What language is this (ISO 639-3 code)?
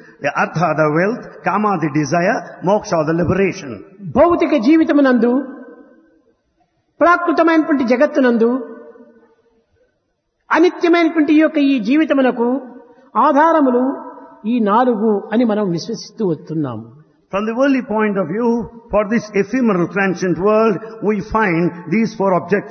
tel